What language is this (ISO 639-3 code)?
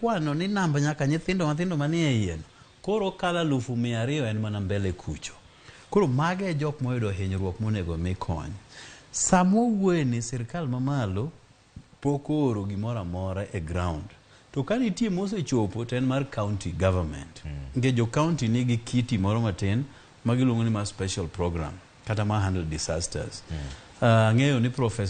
luo